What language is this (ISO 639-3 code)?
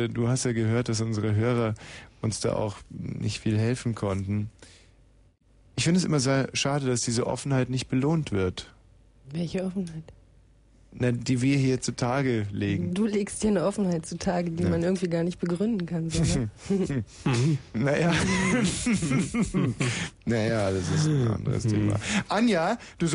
deu